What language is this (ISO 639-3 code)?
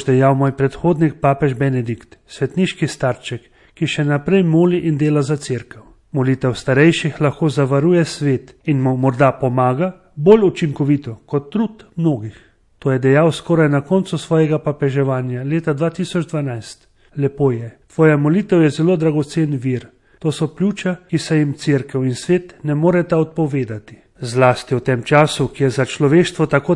slv